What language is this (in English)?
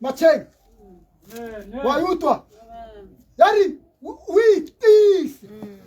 Tswana